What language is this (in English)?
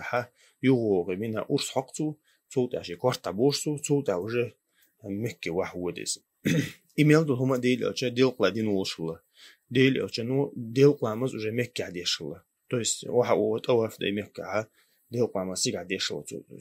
Chechen